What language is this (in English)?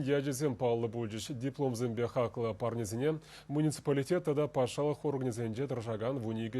Chuvash